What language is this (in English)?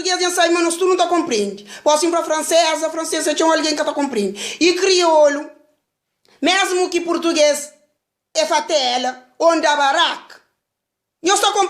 Kabuverdianu